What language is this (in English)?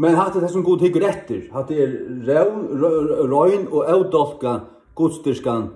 Faroese